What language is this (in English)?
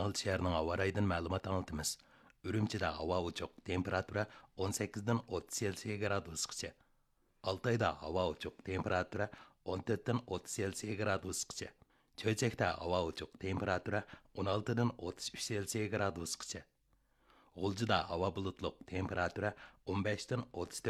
Uyghur